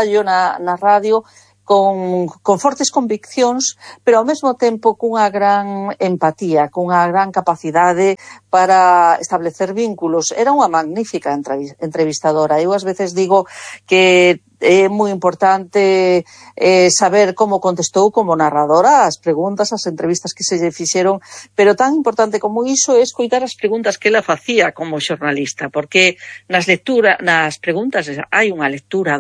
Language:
Galician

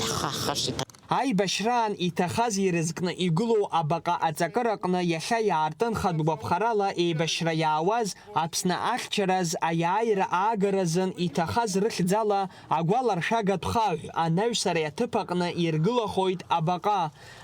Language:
Abkhazian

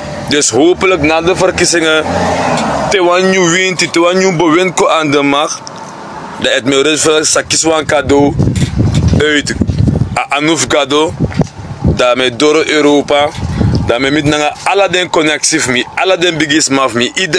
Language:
Sranan Tongo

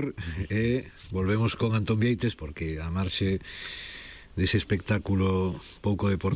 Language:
Galician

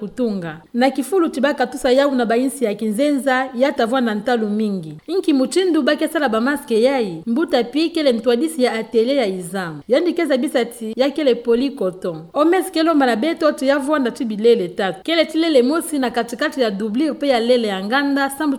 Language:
Kituba (Democratic Republic of Congo)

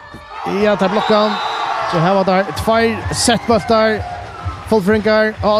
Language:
Faroese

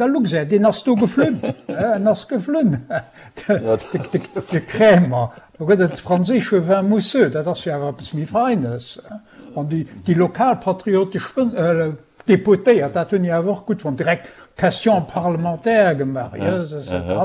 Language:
Luxembourgish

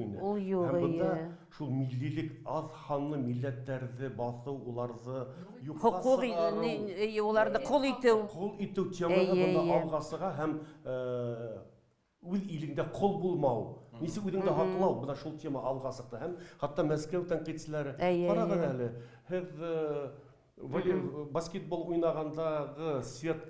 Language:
Bashkir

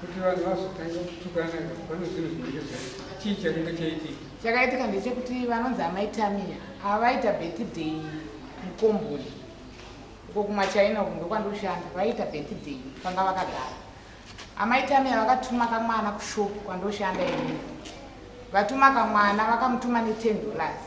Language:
Shona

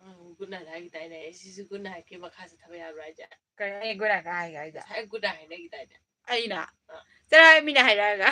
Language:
Manipuri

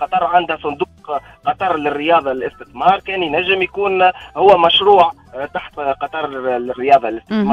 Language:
Tunisian Arabic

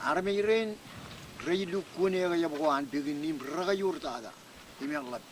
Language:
Marshallese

